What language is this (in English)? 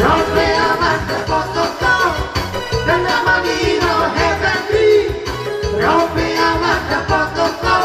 Batak Toba